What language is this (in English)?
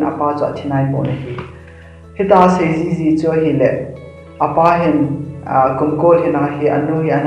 Thado Chin